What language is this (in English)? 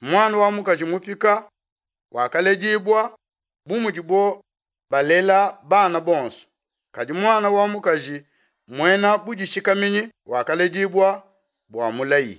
Luba-Lulua